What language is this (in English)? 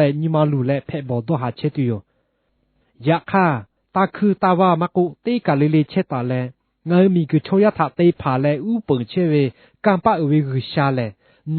Lahu